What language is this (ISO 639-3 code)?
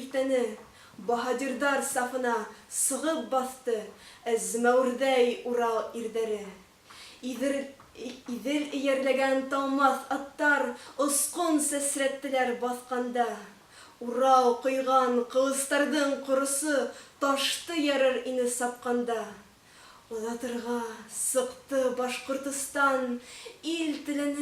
bak